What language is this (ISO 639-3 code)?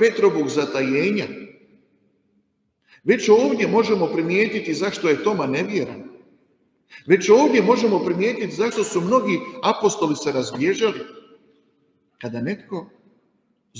hrv